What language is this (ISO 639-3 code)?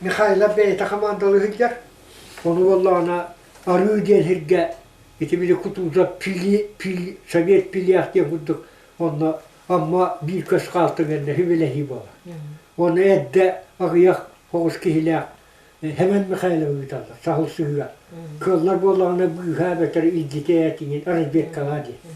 sah